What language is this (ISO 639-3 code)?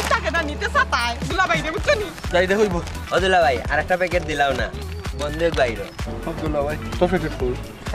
syl